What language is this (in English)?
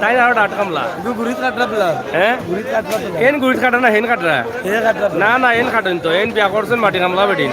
Sylheti